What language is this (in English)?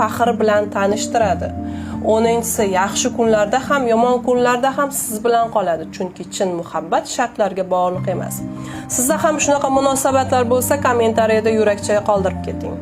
Uzbek